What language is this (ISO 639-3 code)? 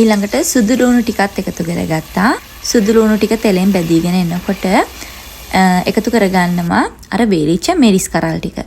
sin